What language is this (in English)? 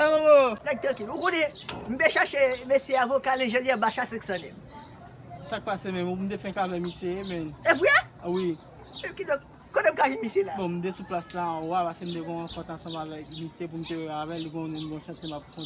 Haitian Creole